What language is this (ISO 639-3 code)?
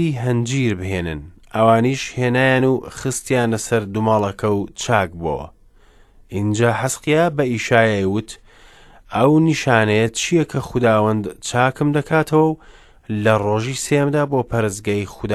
ckb